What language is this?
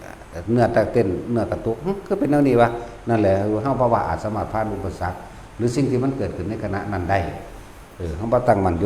Northeastern Thai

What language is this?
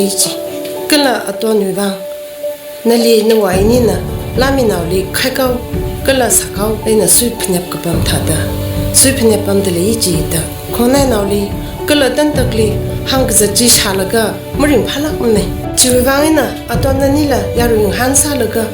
Tangkhul Naga (India)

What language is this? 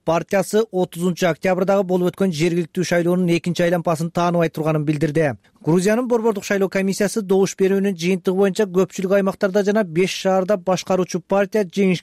Kyrgyz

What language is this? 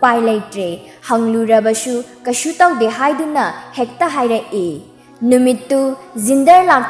Manipuri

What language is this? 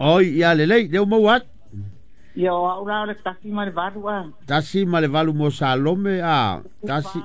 Samoan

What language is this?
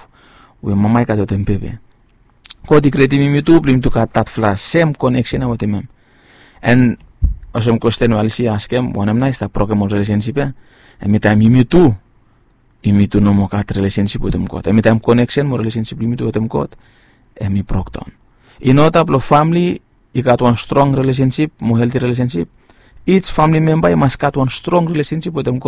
Bislama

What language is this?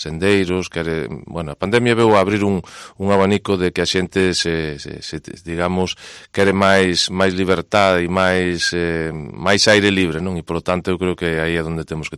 Galician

